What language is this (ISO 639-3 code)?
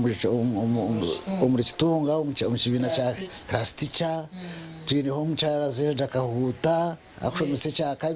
nyn